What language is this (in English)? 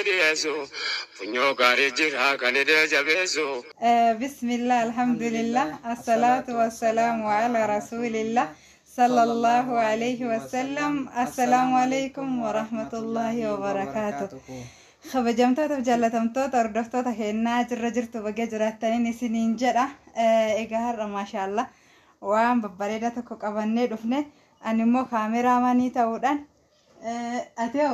Oromo